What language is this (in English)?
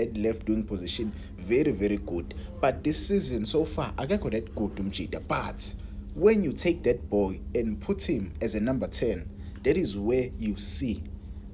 Zulu